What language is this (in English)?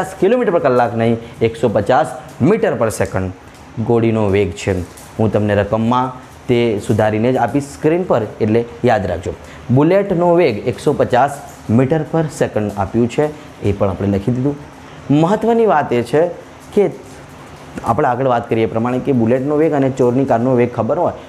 Gujarati